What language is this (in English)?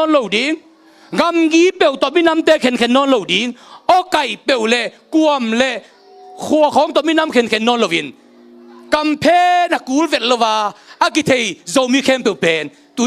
Tedim Chin